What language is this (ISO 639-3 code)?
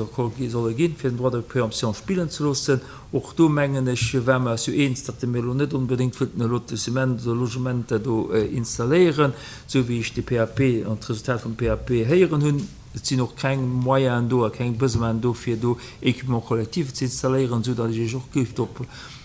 ltz